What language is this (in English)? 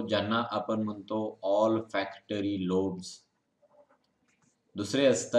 Marathi